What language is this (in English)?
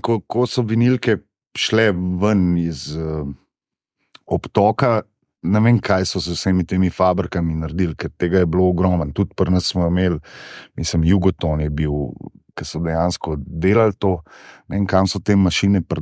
Slovenian